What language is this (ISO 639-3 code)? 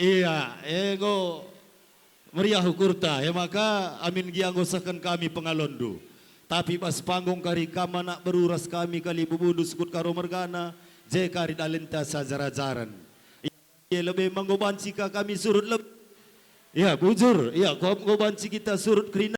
btx